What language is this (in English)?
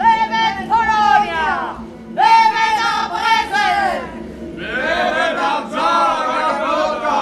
Breton